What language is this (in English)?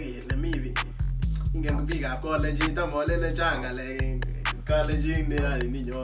Kalenjin